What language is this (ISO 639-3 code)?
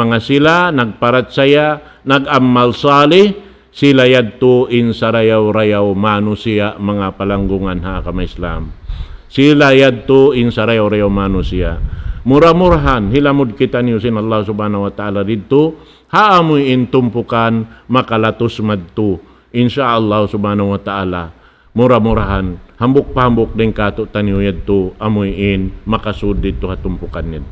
tsg